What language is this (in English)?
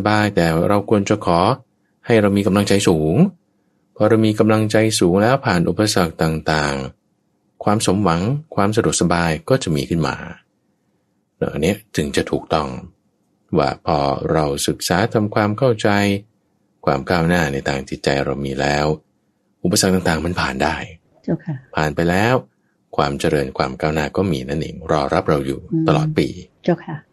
Thai